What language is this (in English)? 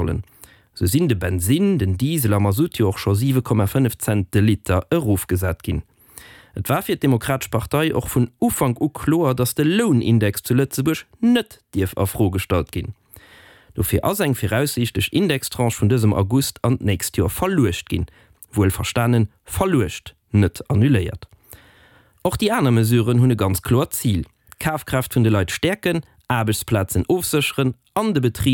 Luxembourgish